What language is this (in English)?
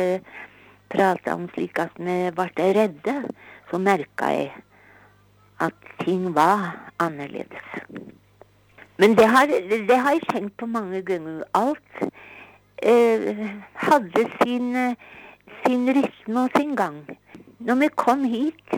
Norwegian